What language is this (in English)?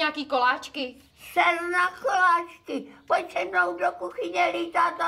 Czech